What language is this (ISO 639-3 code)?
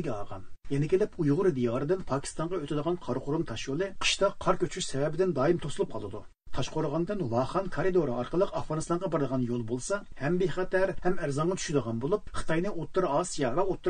uig